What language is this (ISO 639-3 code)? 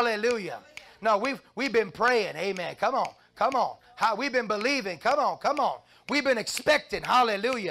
eng